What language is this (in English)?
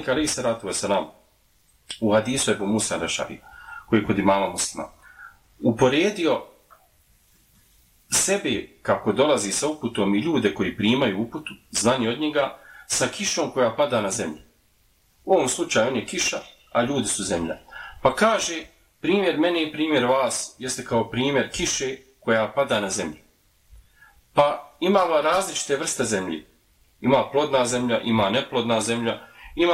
Bosnian